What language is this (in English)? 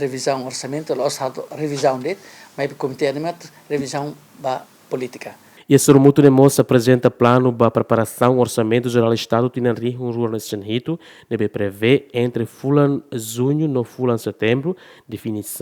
Tetum